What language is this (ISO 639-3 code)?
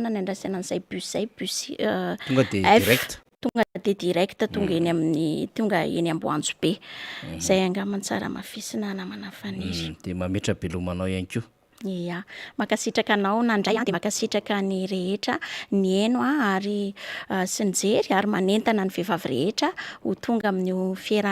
mlg